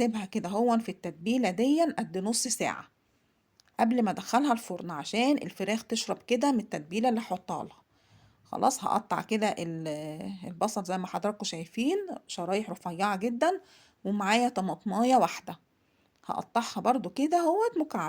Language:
Egyptian Arabic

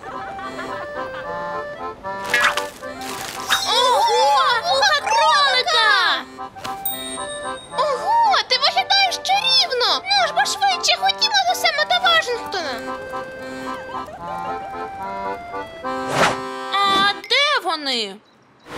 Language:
Ukrainian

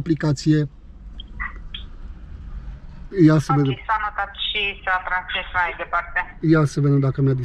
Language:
Romanian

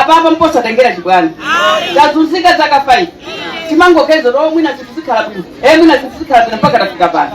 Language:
Nyanja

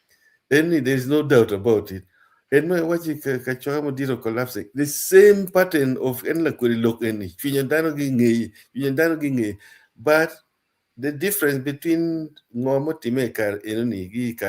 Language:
Acoli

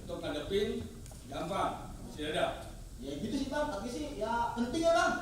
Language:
Betawi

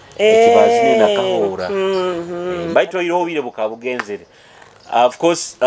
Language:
Nyoro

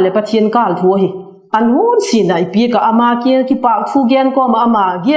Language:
Vaiphei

